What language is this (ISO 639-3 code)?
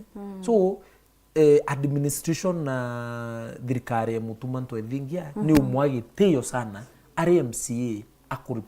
mer